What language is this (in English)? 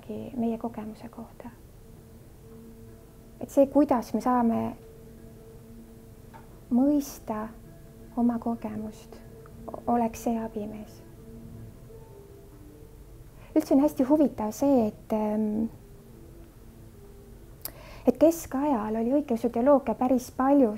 Estonian